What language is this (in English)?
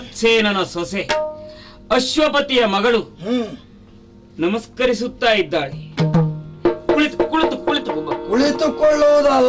Kannada